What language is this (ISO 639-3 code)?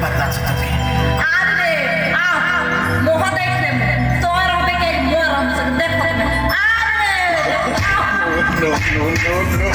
sck